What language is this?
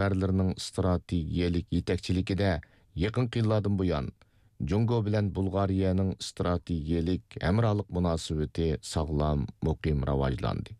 Uyghur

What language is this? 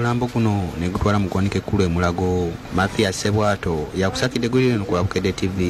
Ganda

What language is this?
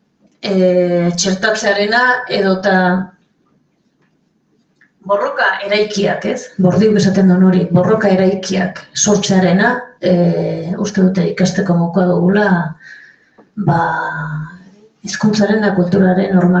Basque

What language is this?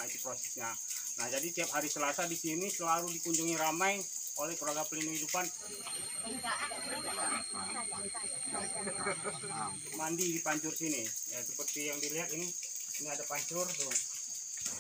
Indonesian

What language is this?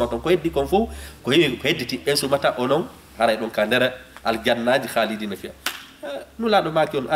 Fula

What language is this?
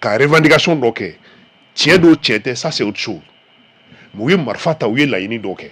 Bambara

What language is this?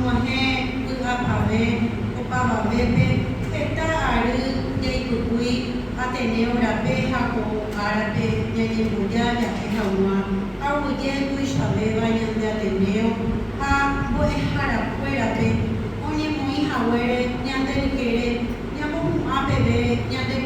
Guarani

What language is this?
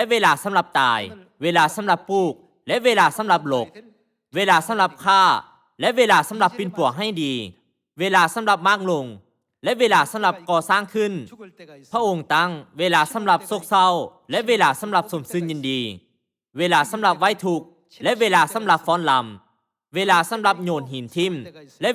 Lao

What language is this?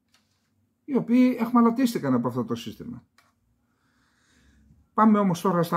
Greek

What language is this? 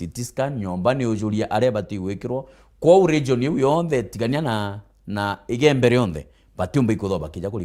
Meru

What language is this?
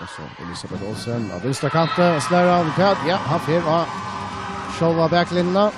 Faroese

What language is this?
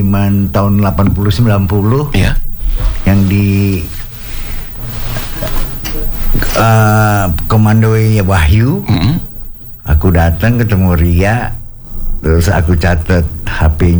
Indonesian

